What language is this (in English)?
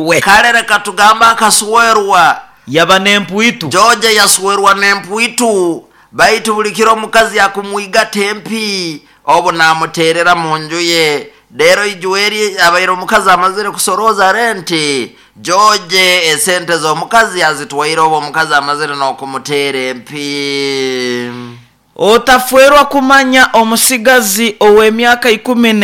Nyoro